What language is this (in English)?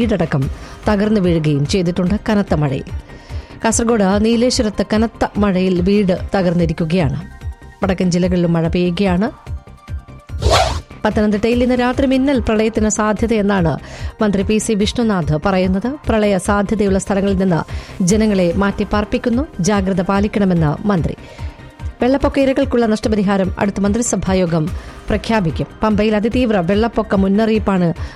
Malayalam